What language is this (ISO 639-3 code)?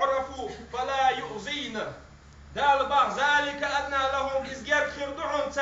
che